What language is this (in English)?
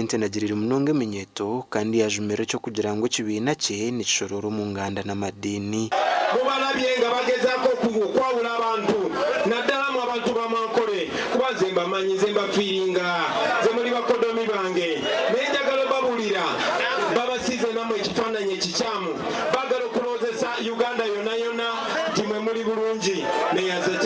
Nyankole